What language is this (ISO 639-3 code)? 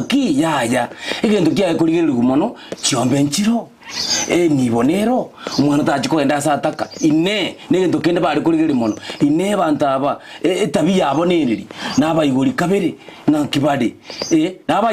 guz